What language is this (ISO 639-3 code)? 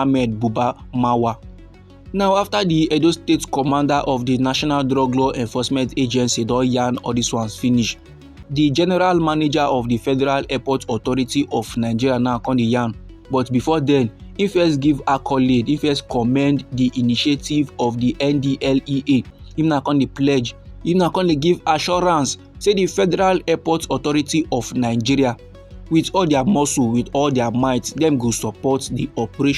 pcm